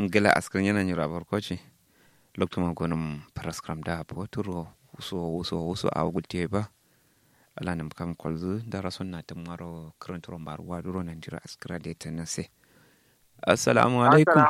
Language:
Kanuri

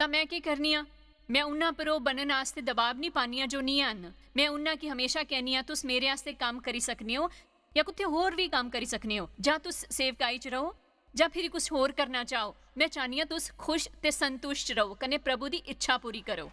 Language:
Dogri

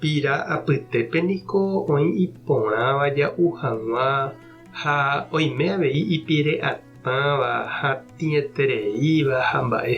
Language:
Guarani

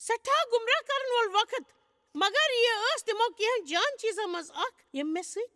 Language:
Kashmiri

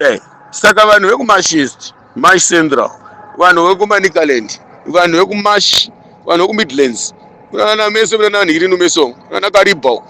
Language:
Shona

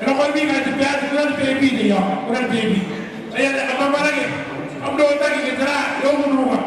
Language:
Gilbertese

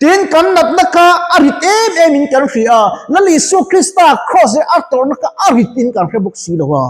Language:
Mizo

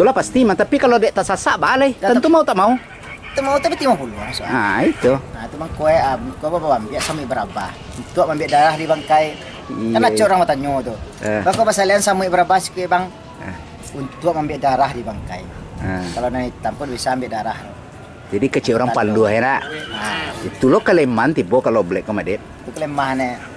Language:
Minangkabau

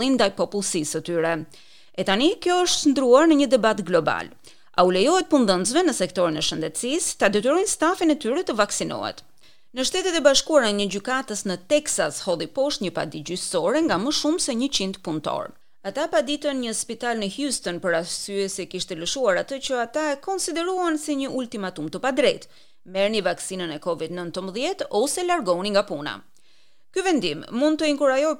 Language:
Albanian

